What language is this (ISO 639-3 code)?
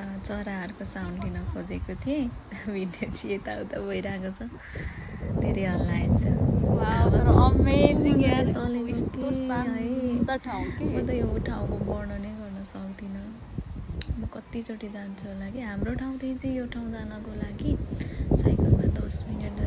nep